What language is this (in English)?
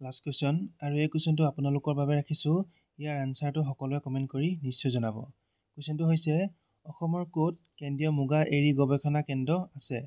Assamese